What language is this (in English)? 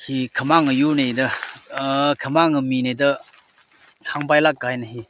Tangkhul Naga (India)